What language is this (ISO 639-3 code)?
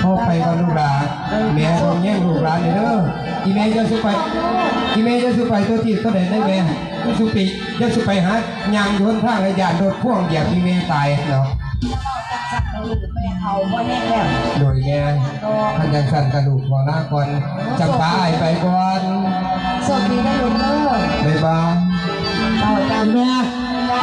tts